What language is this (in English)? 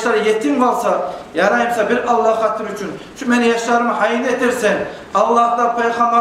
Kumyk